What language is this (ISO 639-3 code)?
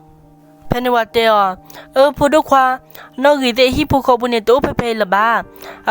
ksw